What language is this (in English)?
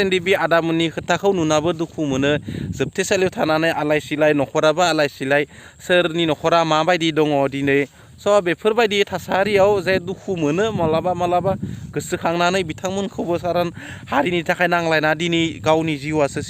Bodo